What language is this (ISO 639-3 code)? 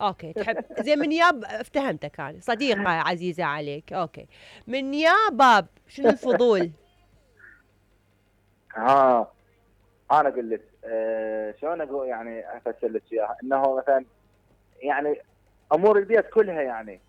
acm